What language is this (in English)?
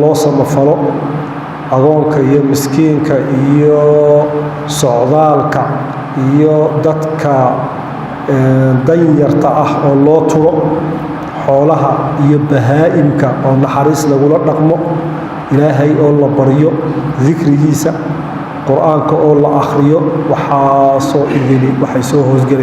Somali